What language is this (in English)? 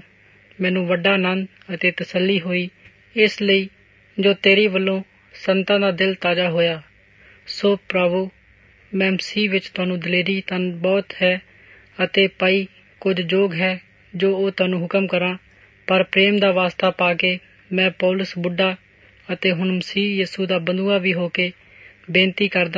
Punjabi